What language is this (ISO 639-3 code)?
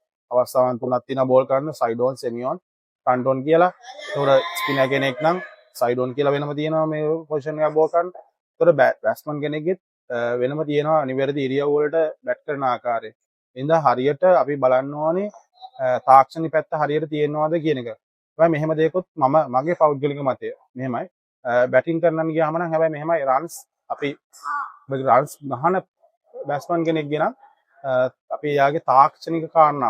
sin